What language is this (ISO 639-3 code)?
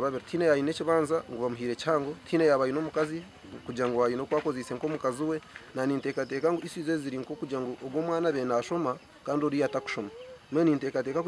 kin